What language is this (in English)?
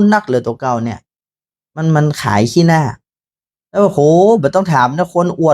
Northern Thai